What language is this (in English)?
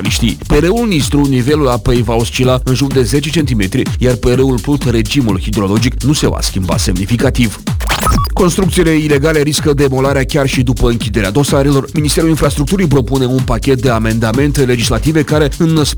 Romanian